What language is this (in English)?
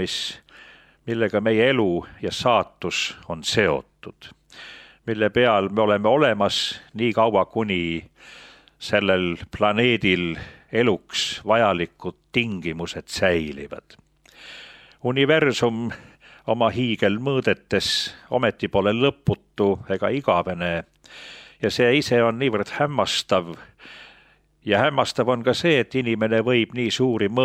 Estonian